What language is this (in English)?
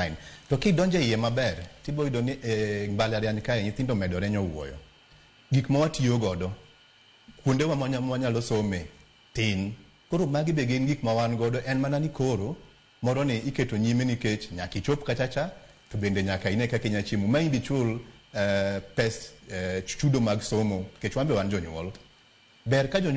Luo (Kenya and Tanzania)